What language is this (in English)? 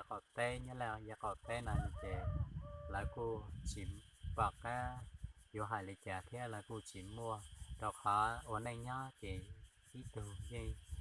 Hmong